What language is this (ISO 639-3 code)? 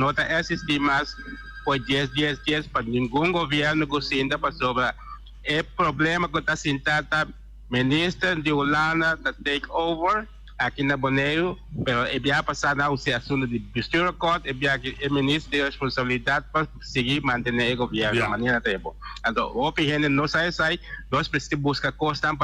pap